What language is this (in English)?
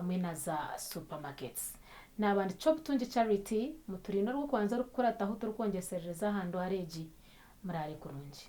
Nyankole